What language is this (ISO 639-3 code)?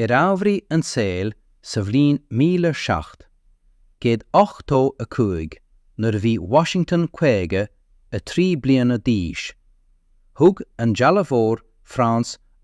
gle